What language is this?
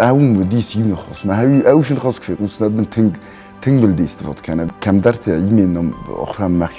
Ossetic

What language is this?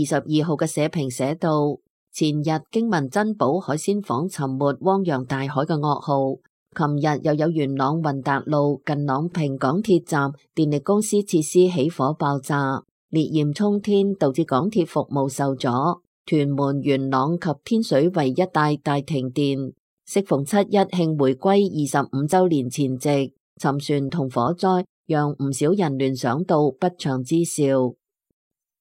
Cantonese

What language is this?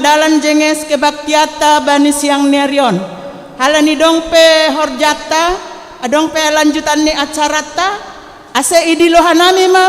Batak Simalungun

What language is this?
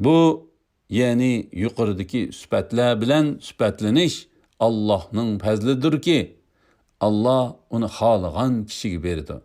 Uyghur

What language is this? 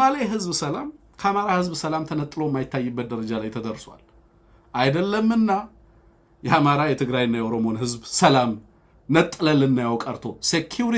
Amharic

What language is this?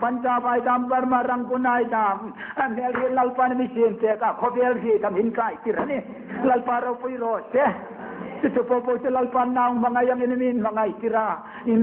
Hmar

